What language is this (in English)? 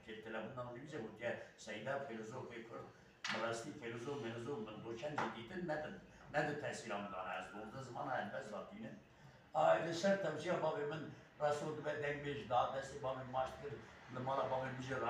Kurdish